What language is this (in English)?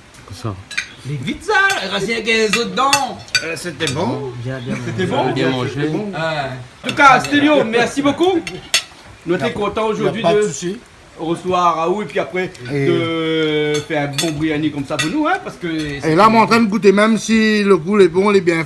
Réunion Creole French